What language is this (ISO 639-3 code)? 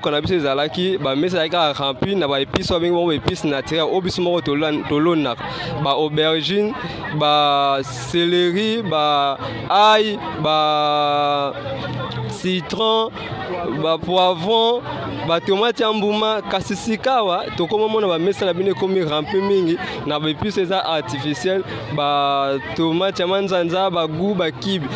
lin